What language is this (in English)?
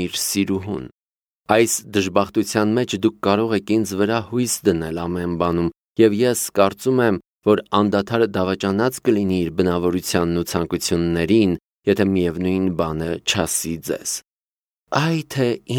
Armenian